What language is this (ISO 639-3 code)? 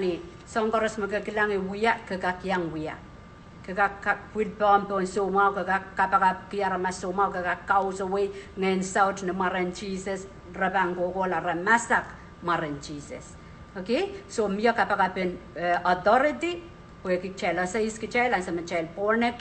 pon